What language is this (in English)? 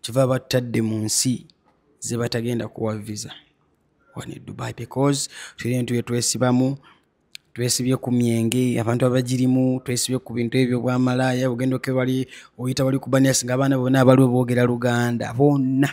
Ganda